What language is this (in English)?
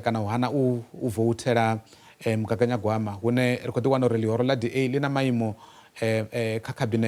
Venda